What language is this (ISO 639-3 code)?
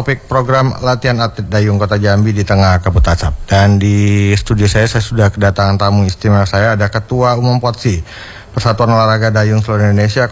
ind